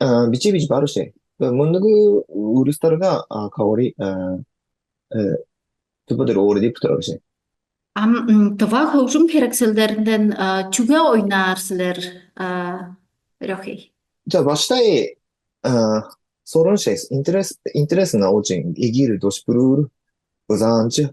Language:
Tuvinian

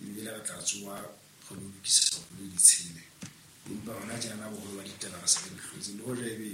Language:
Southern Sotho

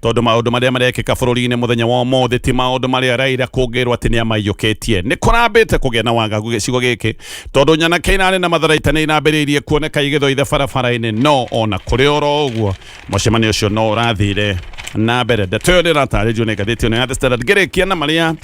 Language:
Kikuyu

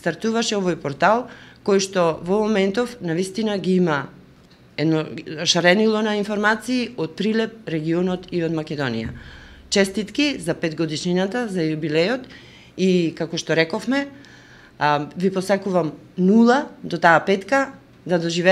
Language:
Macedonian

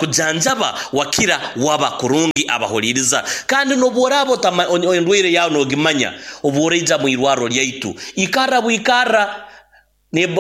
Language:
Nyoro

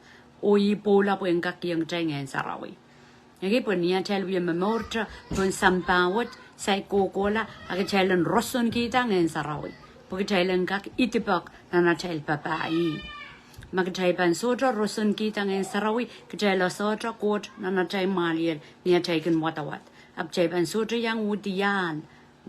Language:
Pohnpeian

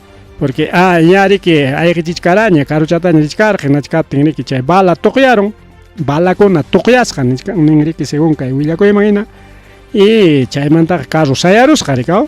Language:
Ayacucho Quechua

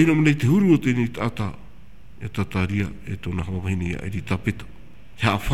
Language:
Tahitian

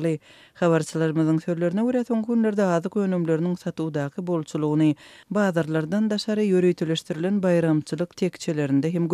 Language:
Turkmen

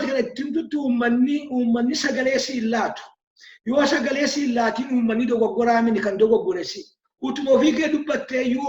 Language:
Oromo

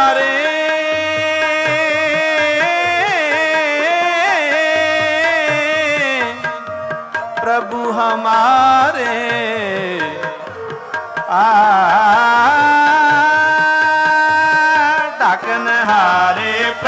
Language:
Punjabi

